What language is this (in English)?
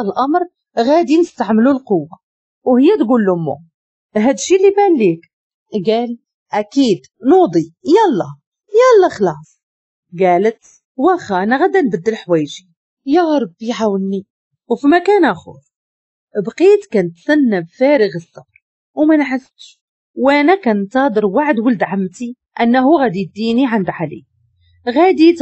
Moroccan Arabic